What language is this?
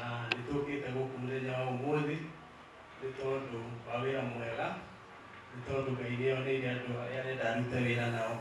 Kikuyu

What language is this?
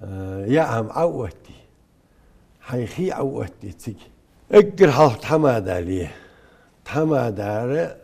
Ingush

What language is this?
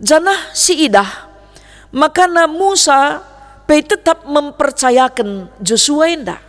Batak Karo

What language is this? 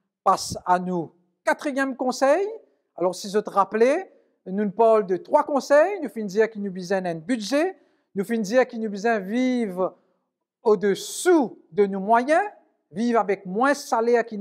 Morisyen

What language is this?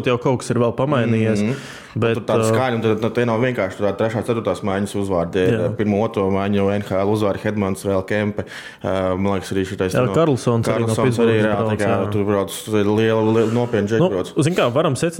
Latvian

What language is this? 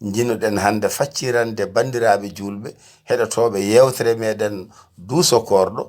Fula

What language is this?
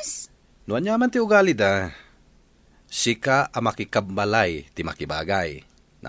Iloko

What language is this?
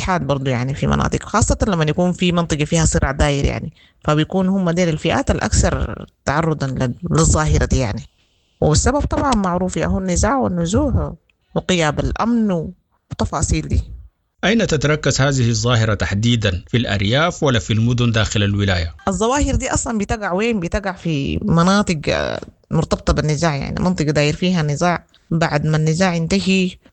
Sudanese Arabic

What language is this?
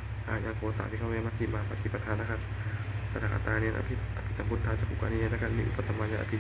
Pali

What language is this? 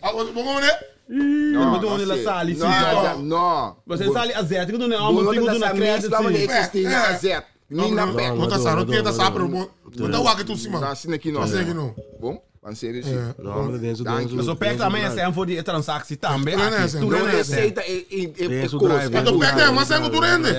Papiamento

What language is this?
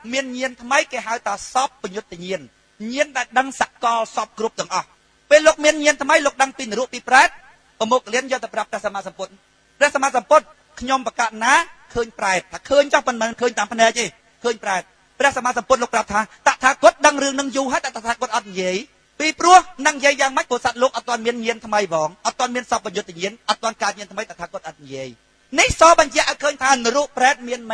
Khmer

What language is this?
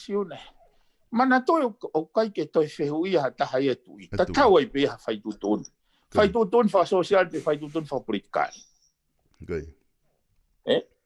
Tongan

